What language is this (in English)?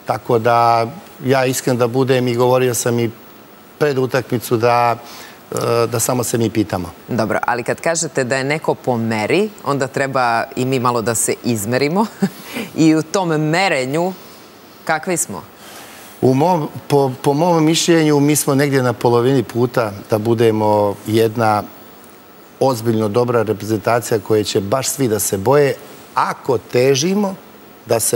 Serbian